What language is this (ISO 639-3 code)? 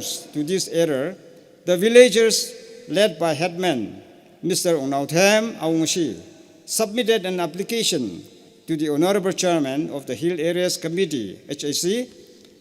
nmf